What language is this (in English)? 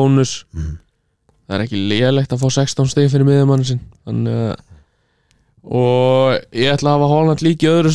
Icelandic